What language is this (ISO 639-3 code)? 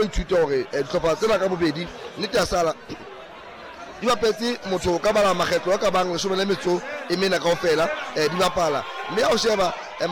sot